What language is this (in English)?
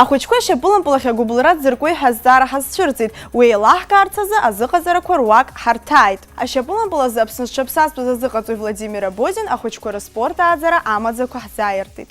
Abkhazian